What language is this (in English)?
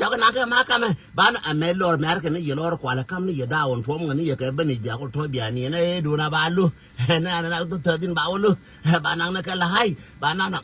Nuer